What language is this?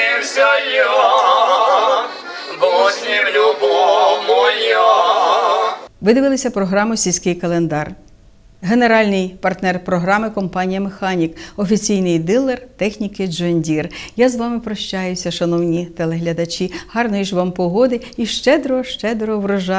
Ukrainian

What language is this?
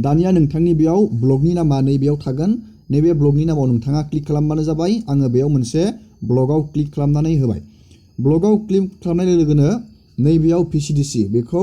Bodo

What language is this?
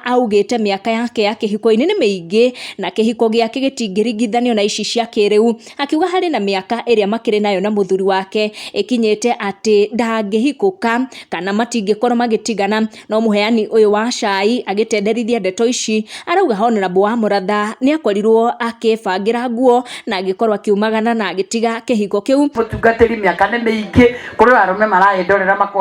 Kikuyu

